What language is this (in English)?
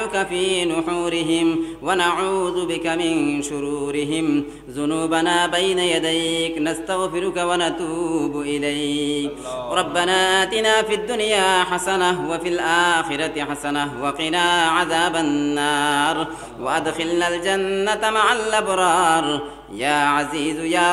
Sylheti